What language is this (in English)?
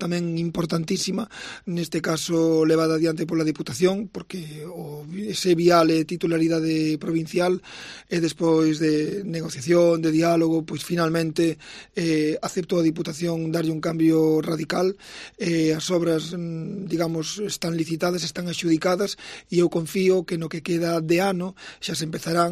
Galician